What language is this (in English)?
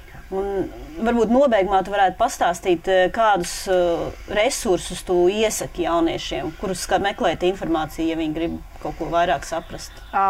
Latvian